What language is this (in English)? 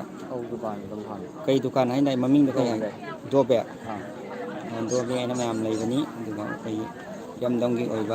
Manipuri